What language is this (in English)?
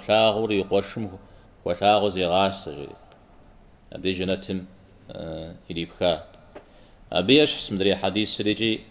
Kabardian